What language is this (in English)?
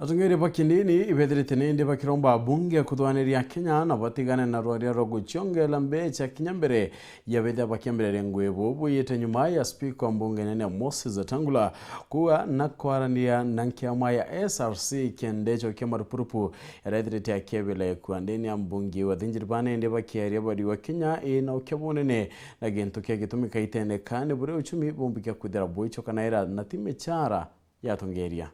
Meru